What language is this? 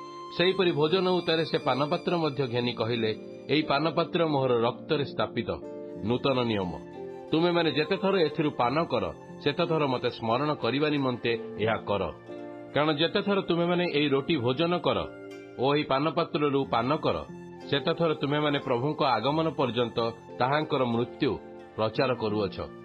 Odia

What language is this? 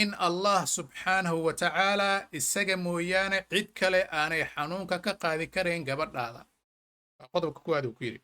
Somali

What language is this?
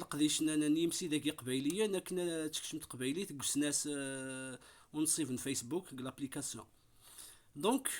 Kabyle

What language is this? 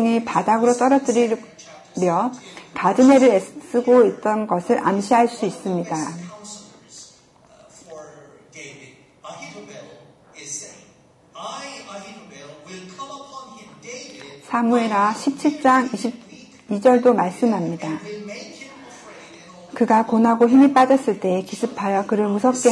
Korean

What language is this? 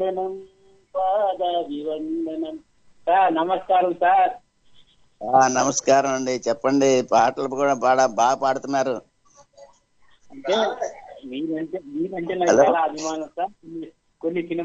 Telugu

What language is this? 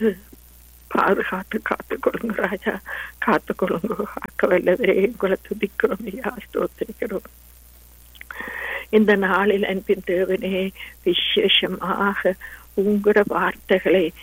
Tamil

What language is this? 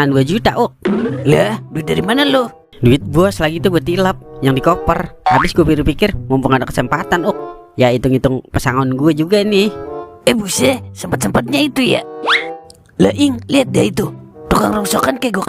Betawi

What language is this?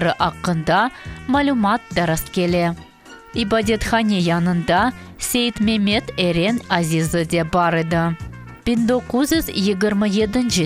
Crimean Tatar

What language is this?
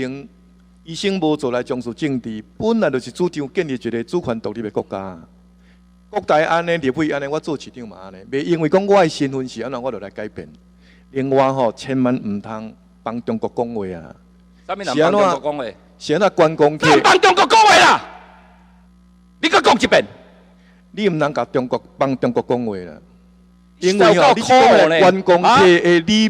Min Nan Chinese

